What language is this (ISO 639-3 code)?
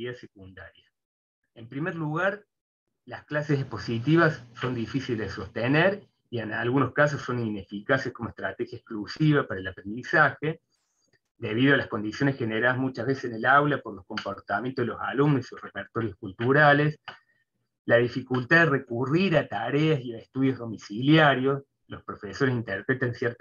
spa